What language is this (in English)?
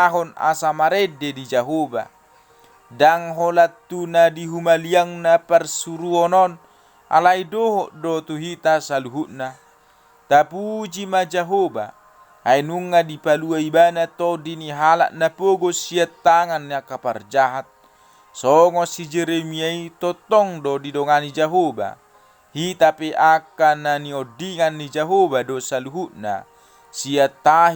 Batak Toba